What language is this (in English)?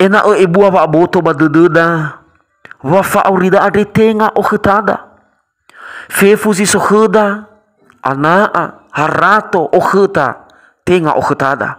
Nias